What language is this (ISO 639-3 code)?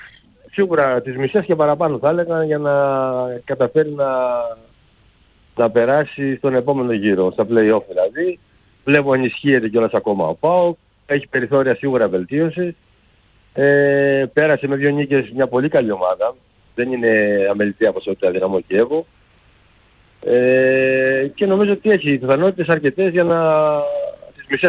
ell